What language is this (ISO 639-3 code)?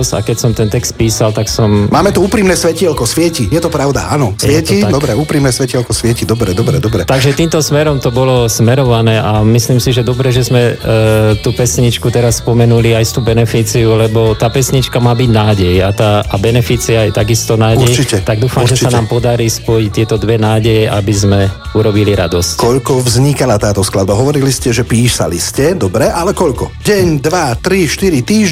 slk